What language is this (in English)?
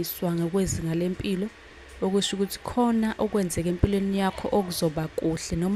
Zulu